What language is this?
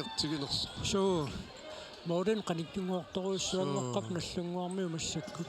Kalaallisut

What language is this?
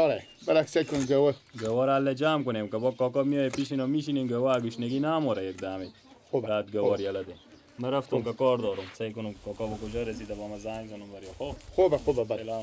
Persian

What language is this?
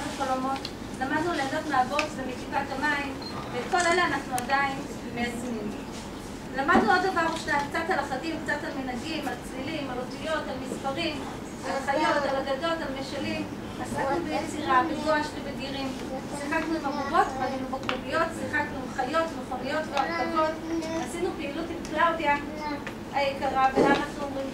Hebrew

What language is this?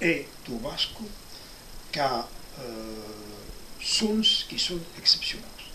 Occitan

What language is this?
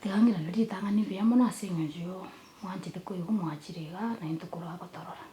Gusii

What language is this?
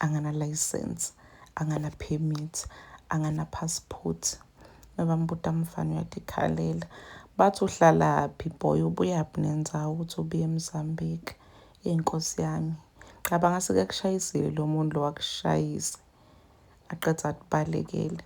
Zulu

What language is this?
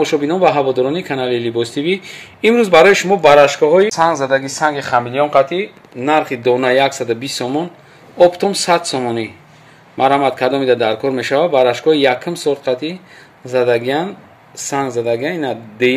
Tajik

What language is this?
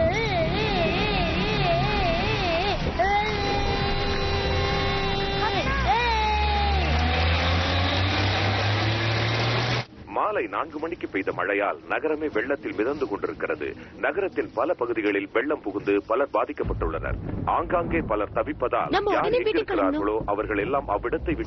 Tamil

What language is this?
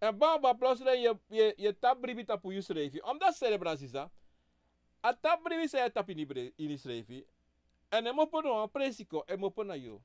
Sranan Tongo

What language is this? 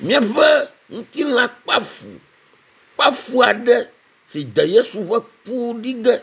Ewe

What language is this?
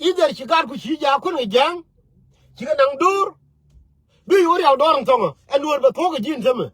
Nuer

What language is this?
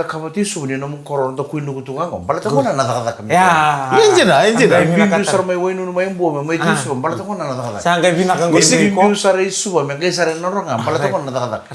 Fijian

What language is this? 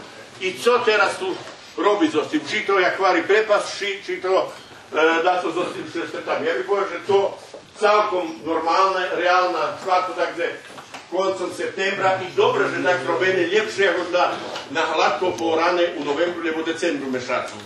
Rusyn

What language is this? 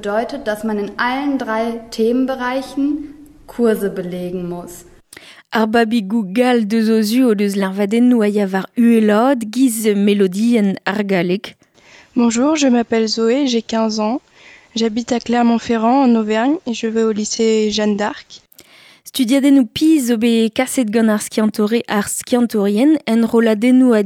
Breton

